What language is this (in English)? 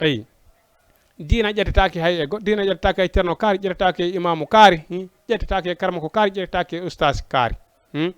Fula